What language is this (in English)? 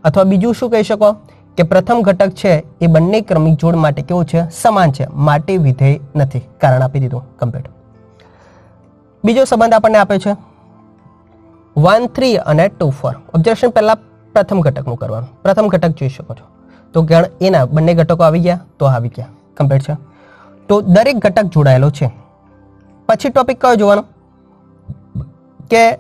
Gujarati